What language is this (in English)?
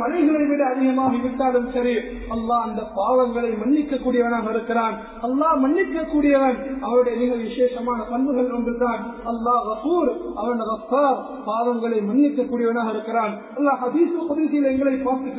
Tamil